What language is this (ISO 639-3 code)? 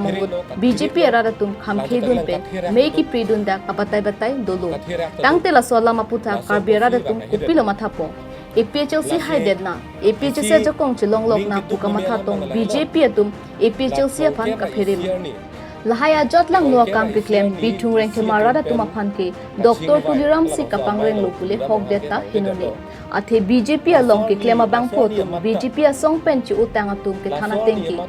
mjw